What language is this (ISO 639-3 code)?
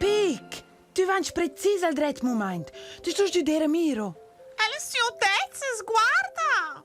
roh